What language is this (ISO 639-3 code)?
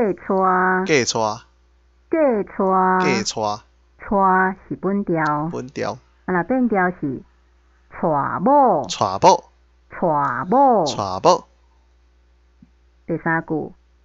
nan